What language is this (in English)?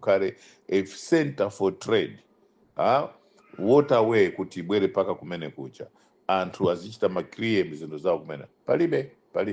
Nyanja